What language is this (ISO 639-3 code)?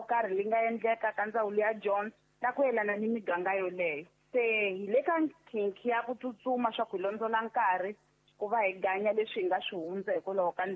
tso